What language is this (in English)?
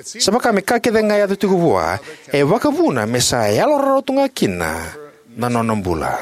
Fijian